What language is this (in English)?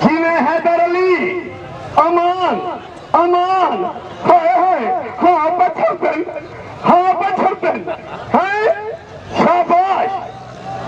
Saraiki